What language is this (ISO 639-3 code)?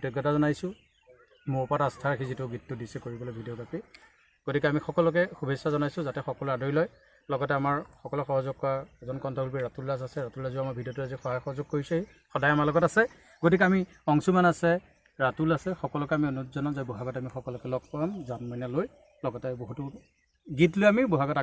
asm